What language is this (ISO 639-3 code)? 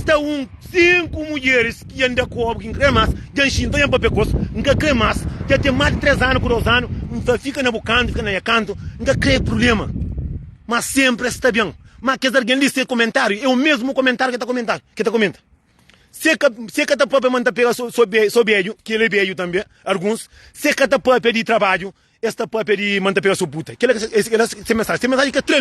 kea